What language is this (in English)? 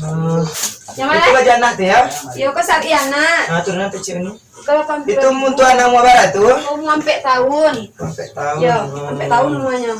Minangkabau